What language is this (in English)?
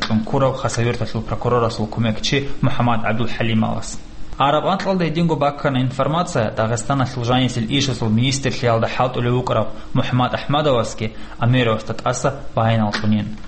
Avaric